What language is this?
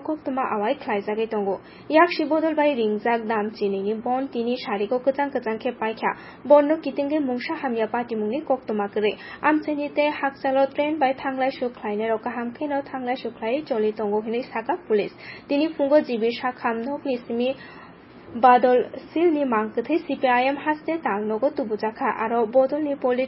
Kok Borok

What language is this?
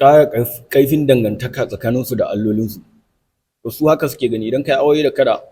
Hausa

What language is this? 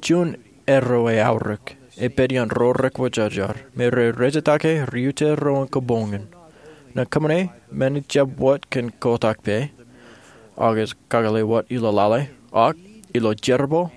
Marshallese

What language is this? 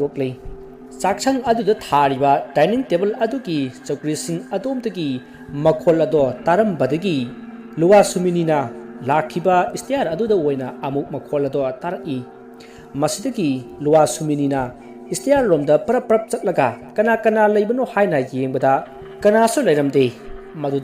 Manipuri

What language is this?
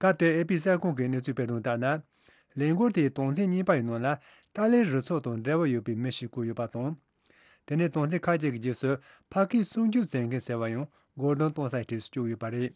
Tibetan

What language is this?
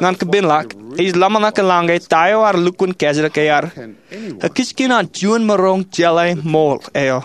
Marshallese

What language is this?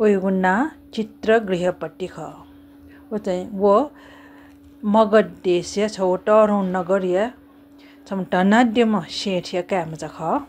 Newari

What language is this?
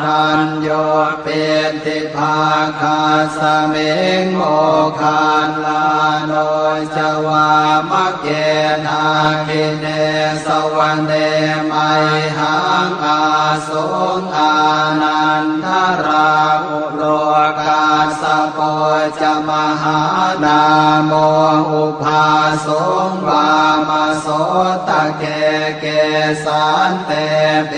Pali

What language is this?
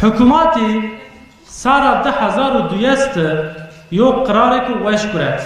Zaza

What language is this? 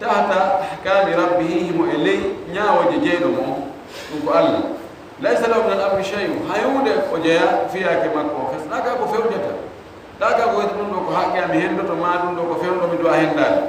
Fula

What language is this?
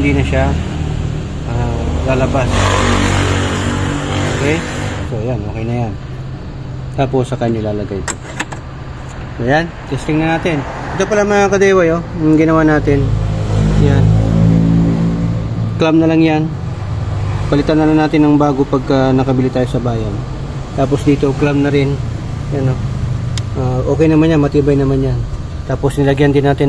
Filipino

